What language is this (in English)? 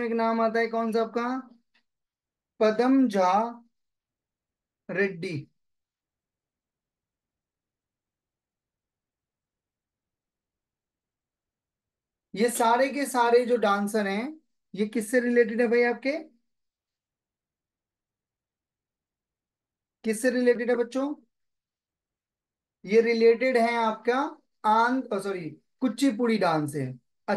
Hindi